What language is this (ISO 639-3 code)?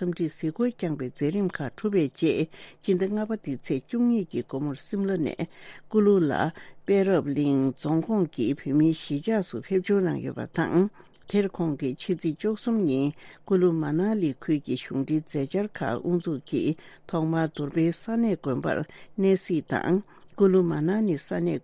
bod